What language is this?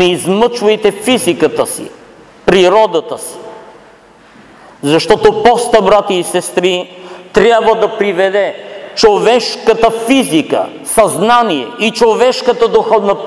Bulgarian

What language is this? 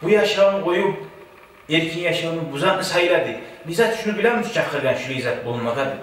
Kumyk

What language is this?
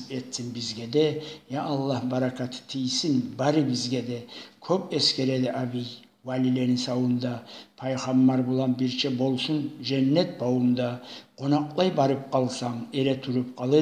Kumyk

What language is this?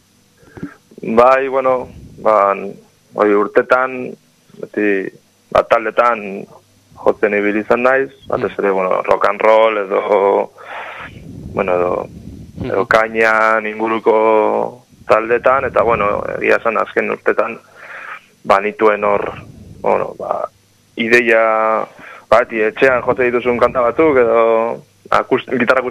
Basque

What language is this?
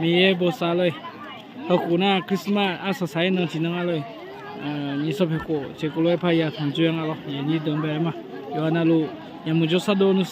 Akha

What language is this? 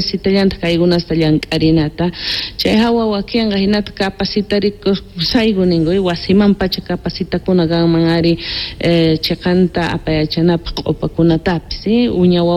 South Bolivian Quechua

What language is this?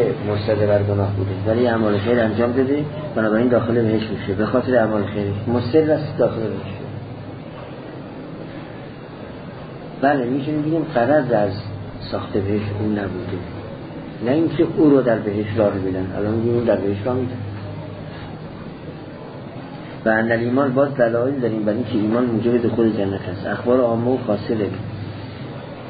Persian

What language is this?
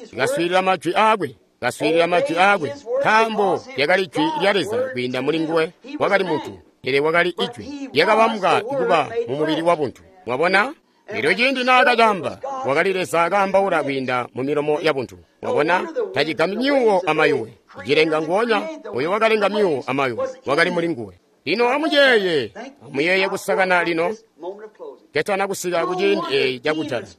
Tonga (Zambia)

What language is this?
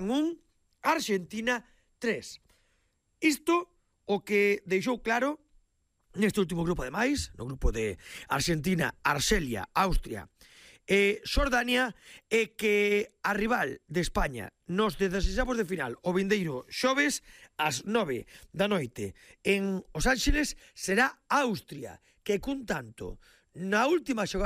Galician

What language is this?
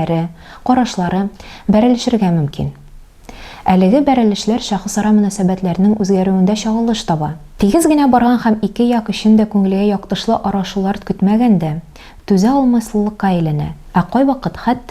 Tatar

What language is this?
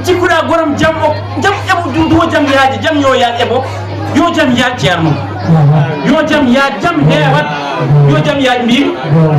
Fula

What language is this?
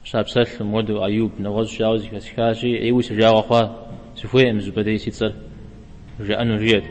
Kabardian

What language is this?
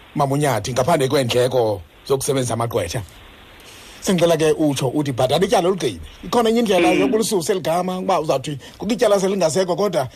Xhosa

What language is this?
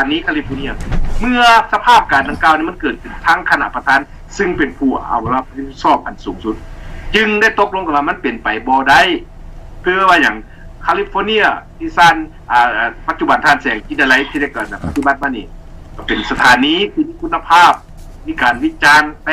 Lao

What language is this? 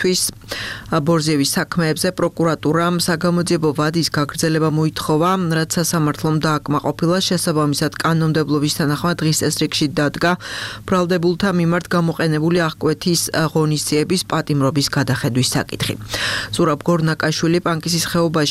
Georgian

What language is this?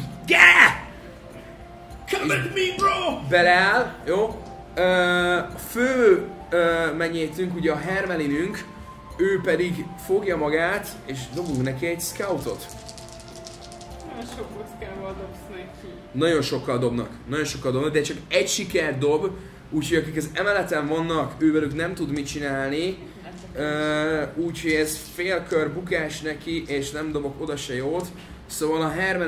Hungarian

